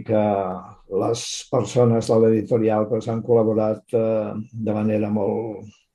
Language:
Catalan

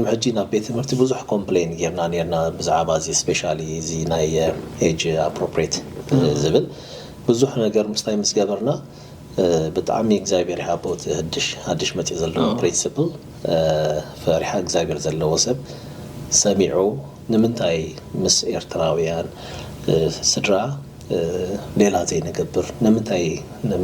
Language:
Tigrinya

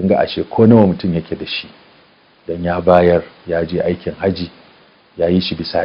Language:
Hausa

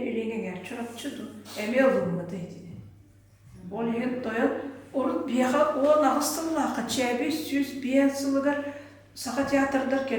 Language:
Yakut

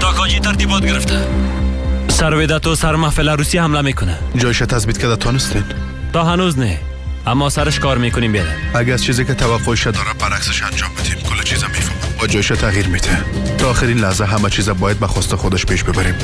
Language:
Persian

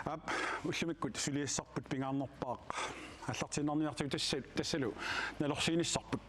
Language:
Kalaallisut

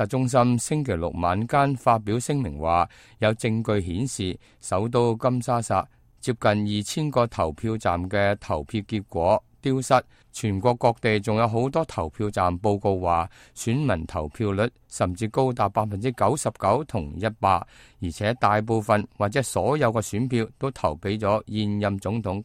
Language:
Cantonese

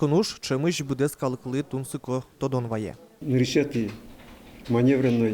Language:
Udmurt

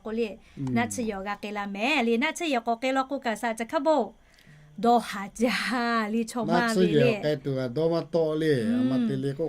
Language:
Lahu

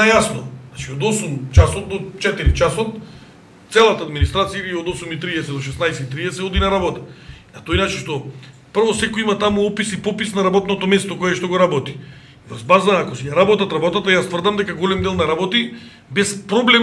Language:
Macedonian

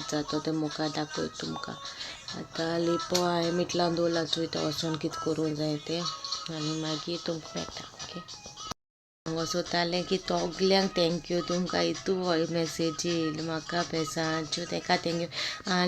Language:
Konkani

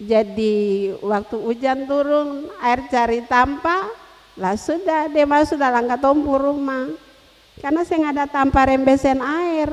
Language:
Ambonese Malay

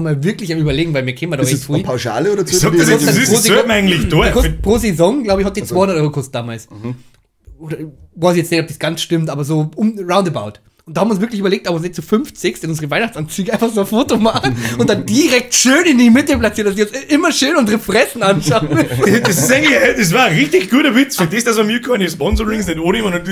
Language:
Bavarian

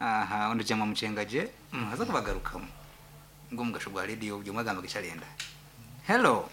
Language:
Nyankole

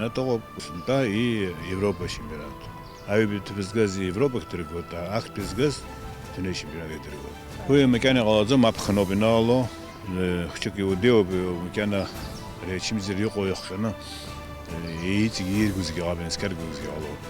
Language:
Abkhazian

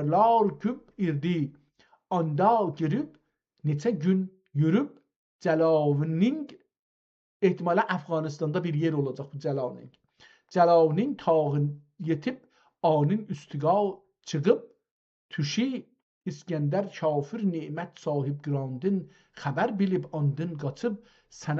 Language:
South Azerbaijani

